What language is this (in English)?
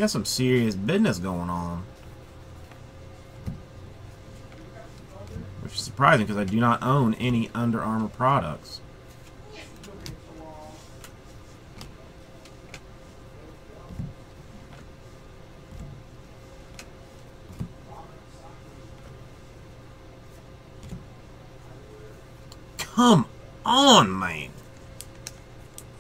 English